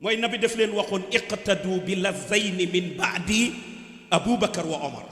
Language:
Wolof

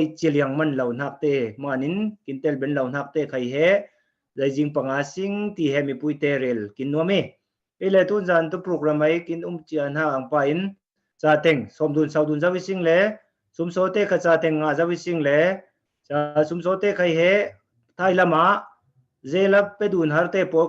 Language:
Falam Chin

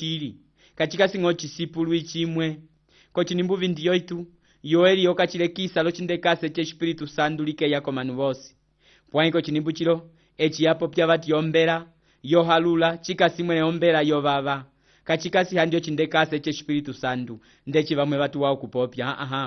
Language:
Umbundu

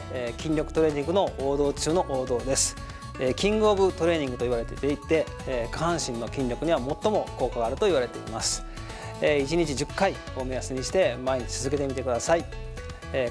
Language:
Japanese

